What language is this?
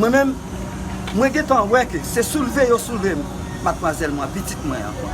Haitian Creole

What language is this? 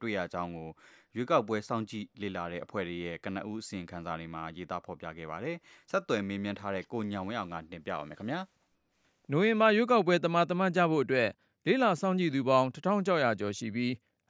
Burmese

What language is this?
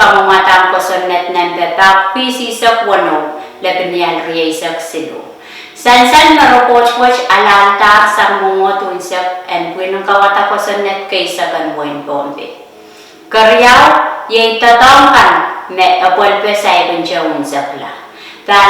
Pohnpeian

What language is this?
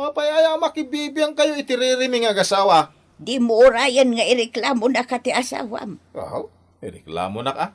Iloko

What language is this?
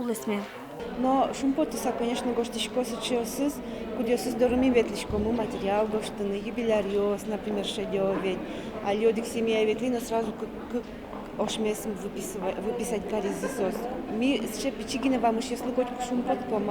Udmurt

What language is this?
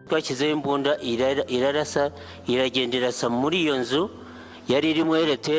Kinyarwanda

